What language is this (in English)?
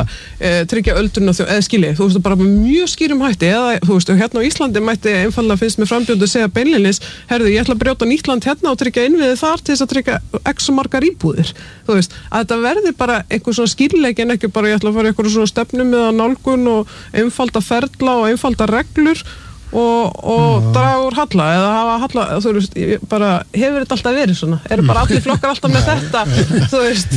Icelandic